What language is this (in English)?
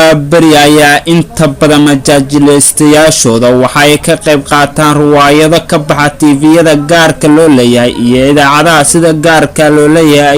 Somali